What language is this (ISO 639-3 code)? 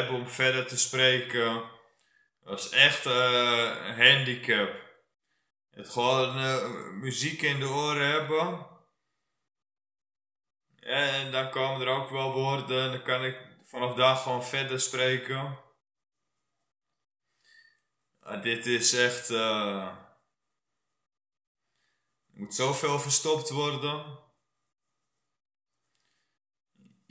nld